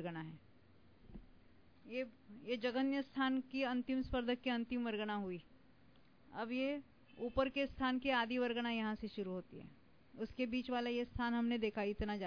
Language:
Hindi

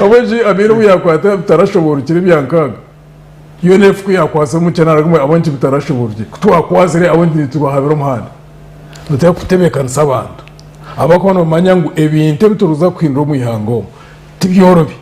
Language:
Nyankole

